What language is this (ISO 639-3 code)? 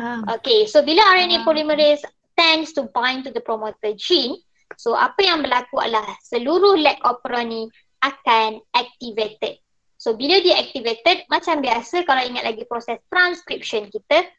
msa